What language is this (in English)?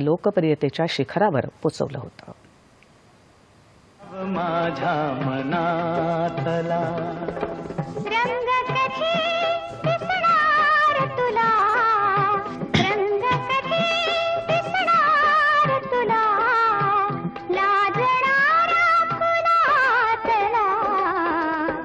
Marathi